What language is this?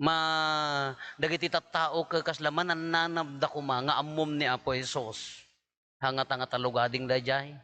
Iloko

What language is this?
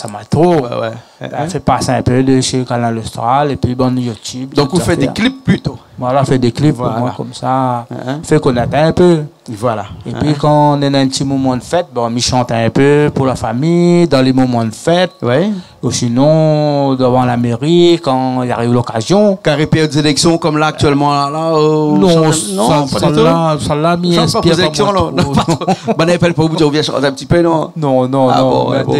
Réunion Creole French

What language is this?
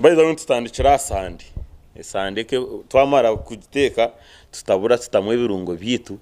Nyankole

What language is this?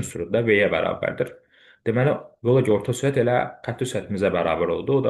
Azerbaijani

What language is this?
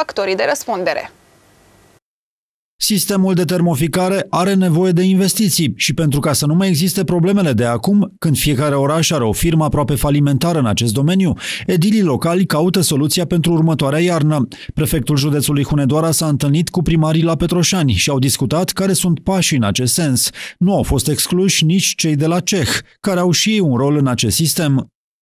Romanian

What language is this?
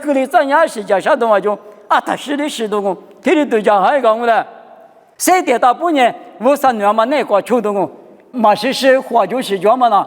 Lisu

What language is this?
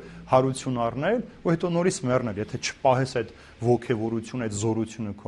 Armenian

